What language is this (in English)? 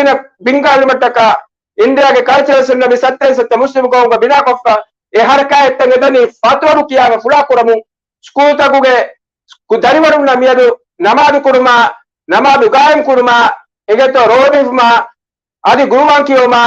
Divehi